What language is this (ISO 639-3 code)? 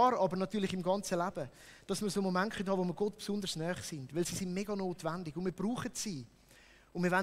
gsw